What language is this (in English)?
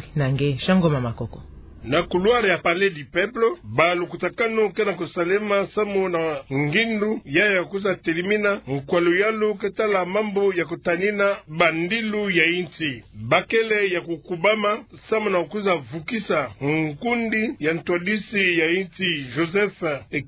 Kituba (Democratic Republic of Congo)